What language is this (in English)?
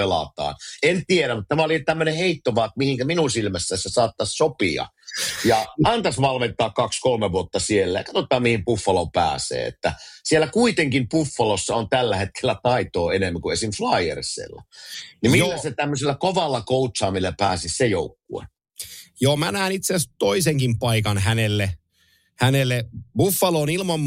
Finnish